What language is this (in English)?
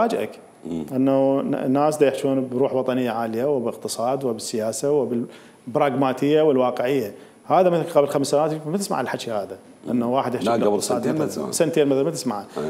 Mesopotamian Arabic